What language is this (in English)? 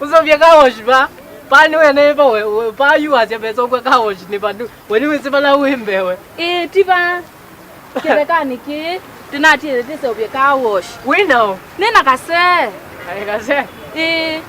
Kamba